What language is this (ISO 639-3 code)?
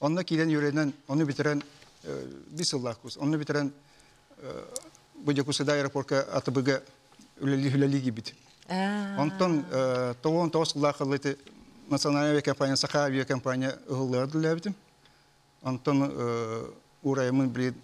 sah